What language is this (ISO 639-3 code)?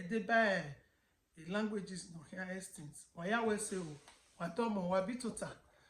bin